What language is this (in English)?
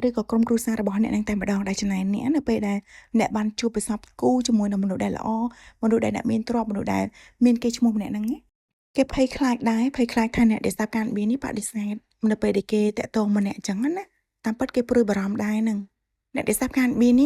Khmer